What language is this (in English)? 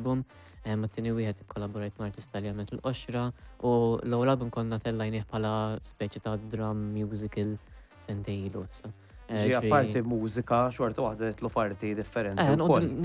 Maltese